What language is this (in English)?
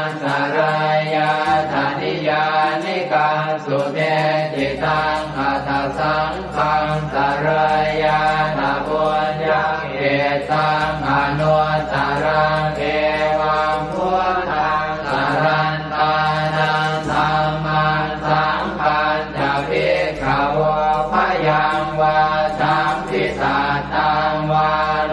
Pali